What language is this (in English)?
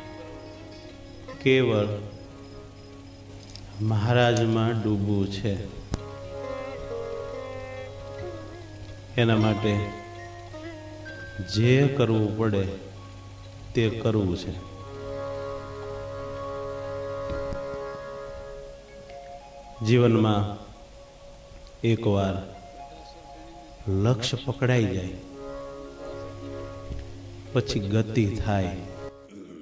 Gujarati